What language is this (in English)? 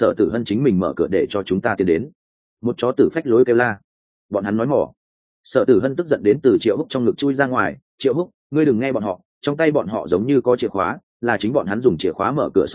Vietnamese